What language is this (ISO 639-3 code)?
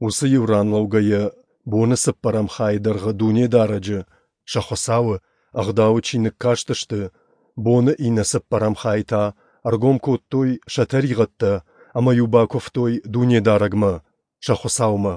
oss